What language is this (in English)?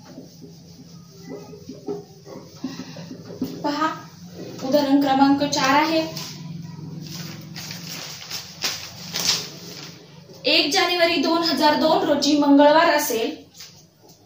Marathi